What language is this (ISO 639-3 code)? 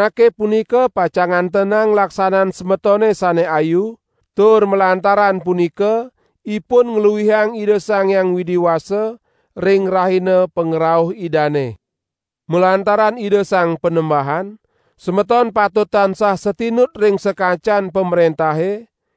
ban